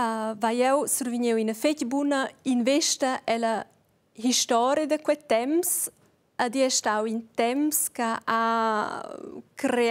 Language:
Romansh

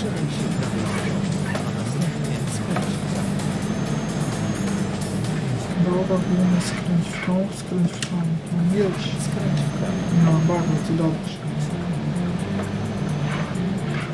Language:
Polish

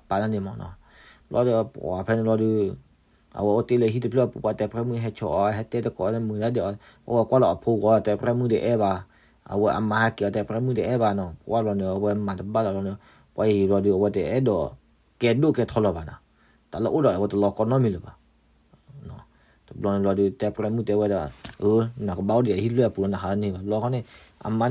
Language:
S'gaw Karen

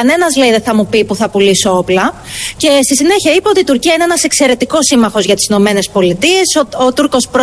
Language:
Greek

